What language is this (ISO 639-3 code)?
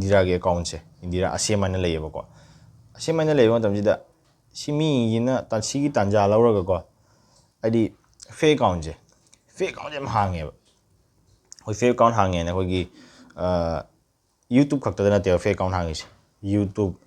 mni